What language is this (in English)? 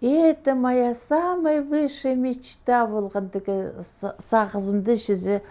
Khakas